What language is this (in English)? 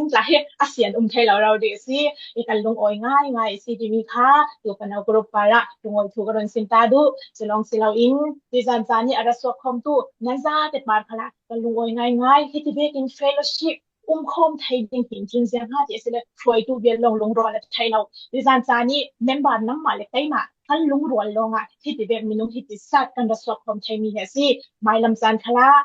Falam Chin